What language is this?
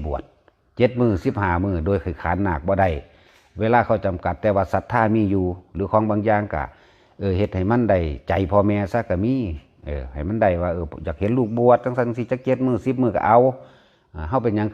Lao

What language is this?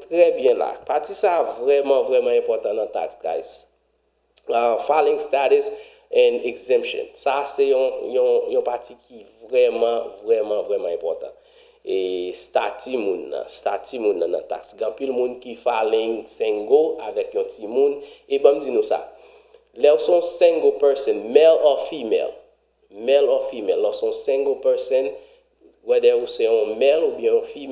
Haitian Creole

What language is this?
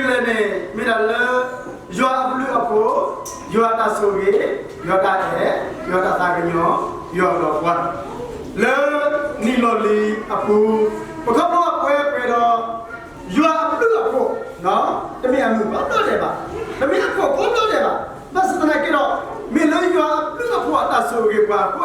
S'gaw Karen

